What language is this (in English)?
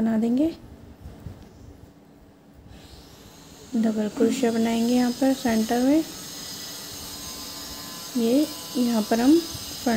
Hindi